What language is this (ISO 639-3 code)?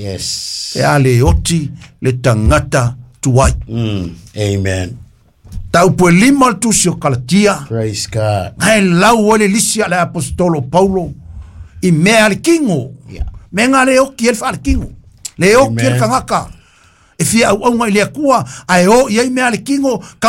smo